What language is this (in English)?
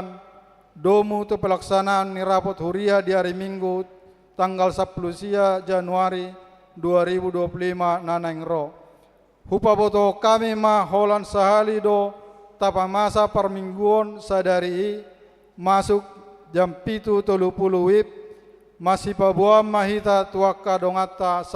Batak Toba